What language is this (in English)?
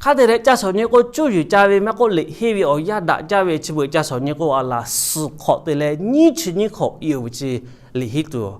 Lahu